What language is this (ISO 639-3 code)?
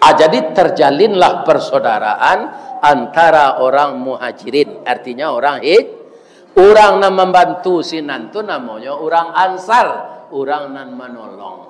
min